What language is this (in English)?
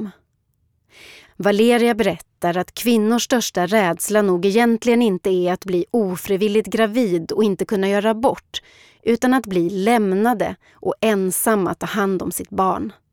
Swedish